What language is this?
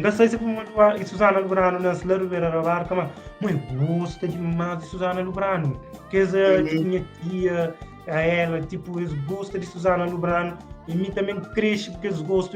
Kabuverdianu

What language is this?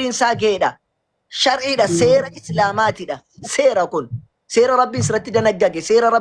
Oromo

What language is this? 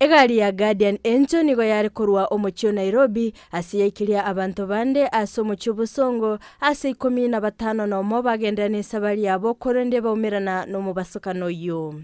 Gusii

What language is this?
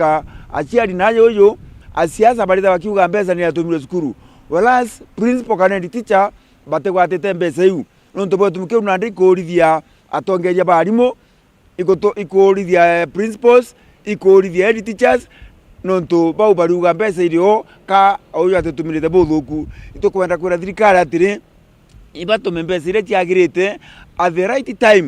Meru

